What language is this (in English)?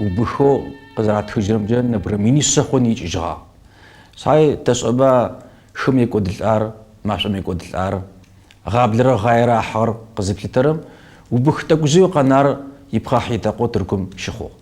Kabardian